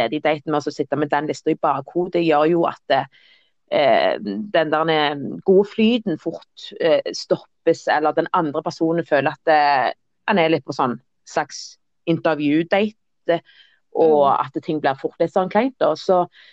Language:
Norwegian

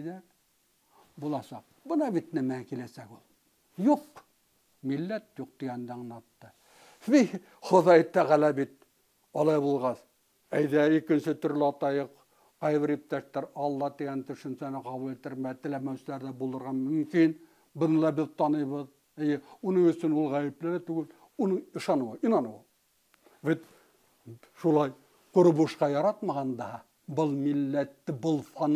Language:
Bashkir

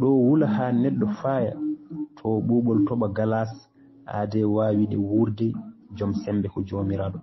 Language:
Fula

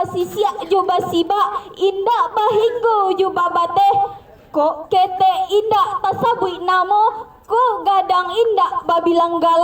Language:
Minangkabau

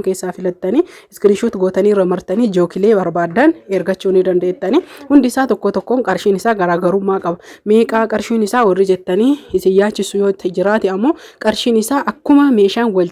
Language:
Oromo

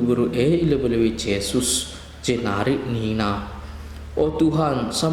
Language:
Batak Karo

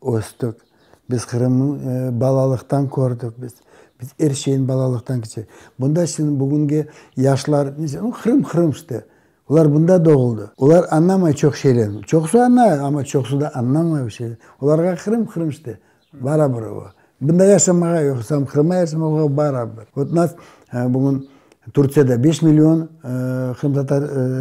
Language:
Crimean Tatar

